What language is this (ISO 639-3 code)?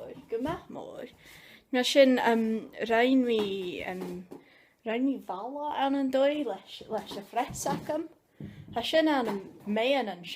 gla